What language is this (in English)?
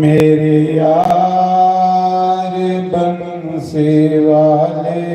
Dogri